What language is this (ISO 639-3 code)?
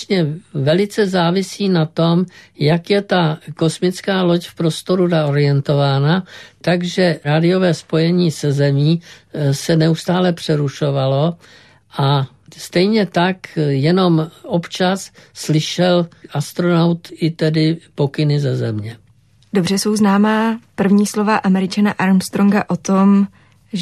ces